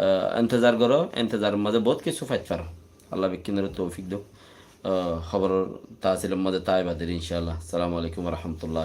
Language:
Rohingya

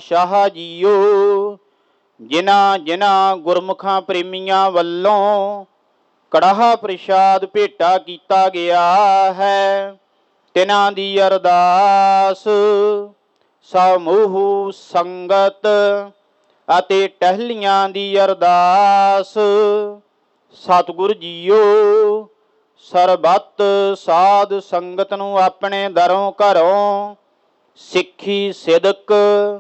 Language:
Punjabi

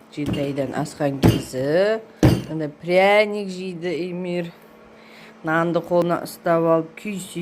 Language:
Kazakh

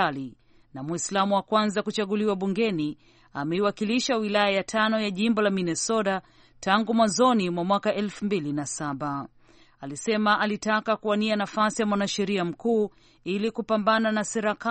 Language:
Swahili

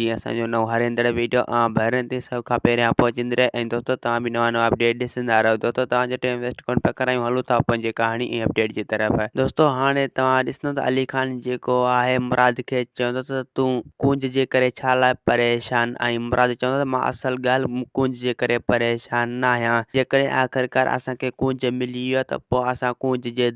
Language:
Sindhi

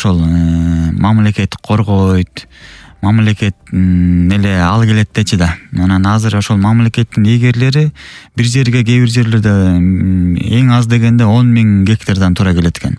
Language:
Kyrgyz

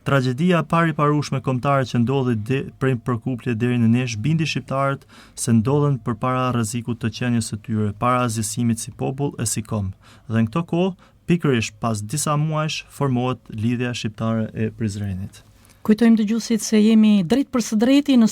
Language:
Albanian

